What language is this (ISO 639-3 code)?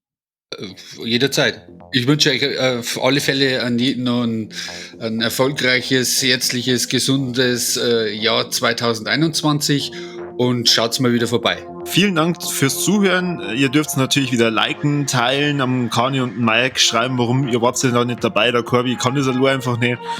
bar